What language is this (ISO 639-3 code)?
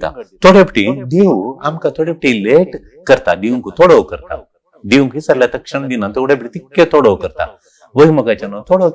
kok